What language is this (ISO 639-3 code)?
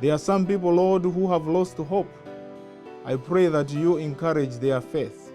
eng